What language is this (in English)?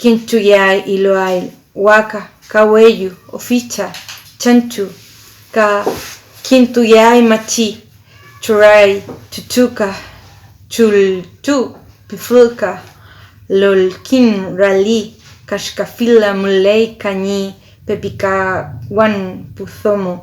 Mapuche